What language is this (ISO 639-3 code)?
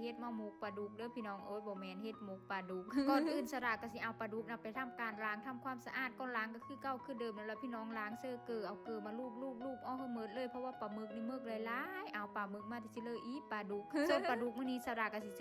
lao